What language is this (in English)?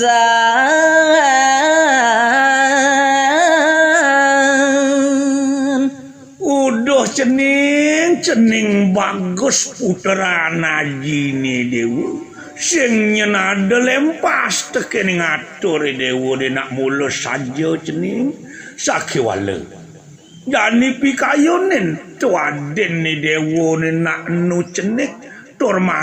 Balinese